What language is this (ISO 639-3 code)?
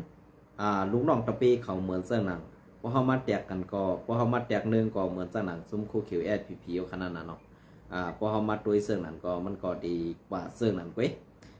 shn